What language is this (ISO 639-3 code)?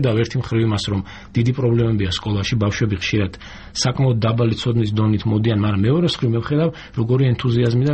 kat